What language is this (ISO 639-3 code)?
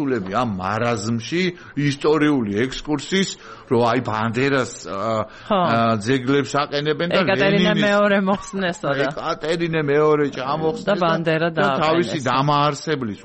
kat